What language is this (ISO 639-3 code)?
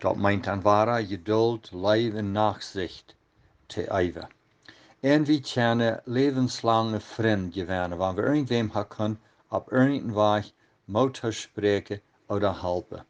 pdt